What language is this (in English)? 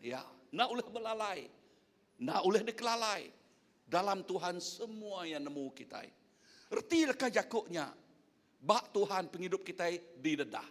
Iban